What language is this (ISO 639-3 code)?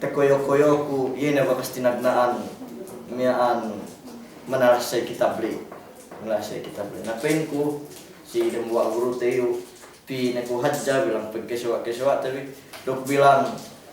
yka